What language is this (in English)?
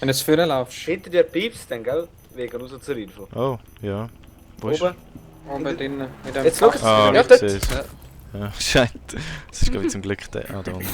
Swiss German